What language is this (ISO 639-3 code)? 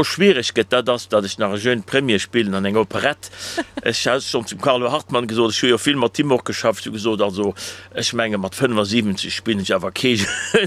ltz